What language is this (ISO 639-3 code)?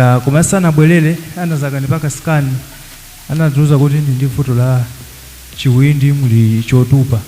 nya